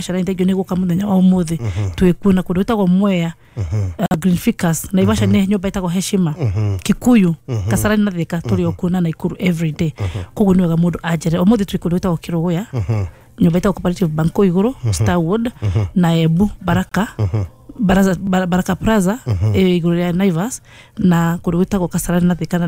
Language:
Kikuyu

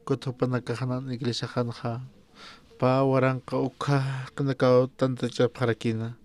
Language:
Aymara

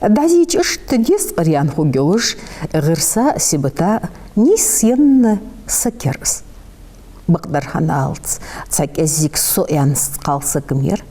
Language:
Ingush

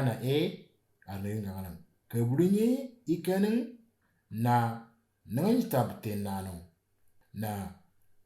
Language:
Moro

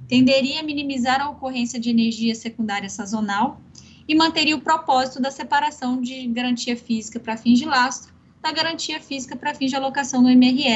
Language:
Portuguese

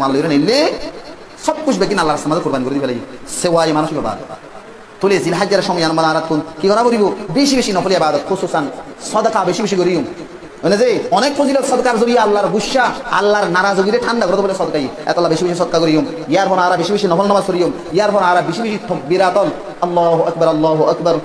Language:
Rohingya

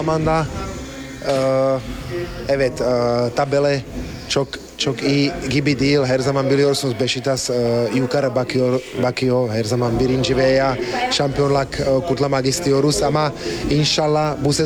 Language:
Turkish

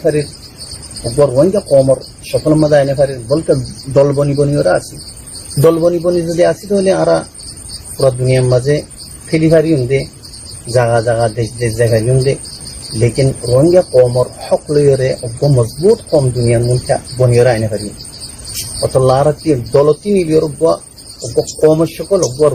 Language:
Rohingya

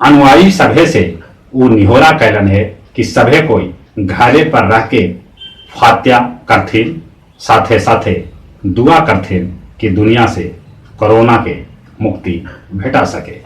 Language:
Magahi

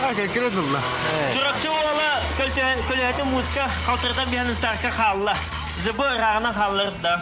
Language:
Yakut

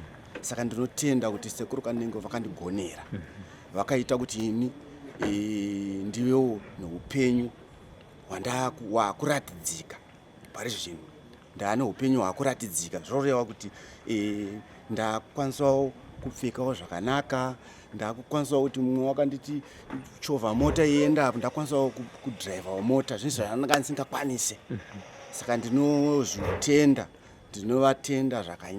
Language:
Shona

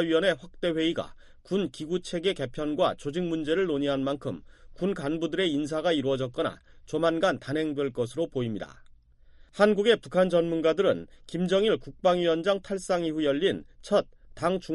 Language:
Korean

